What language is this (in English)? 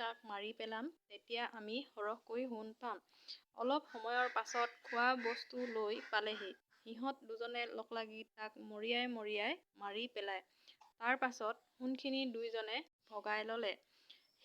Assamese